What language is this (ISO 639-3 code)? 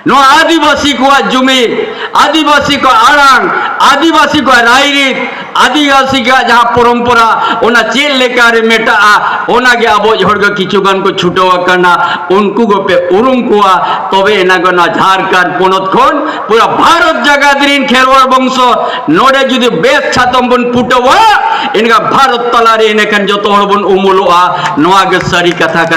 sat